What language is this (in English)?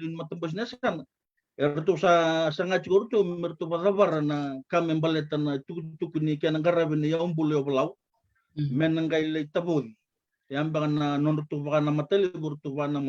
Fijian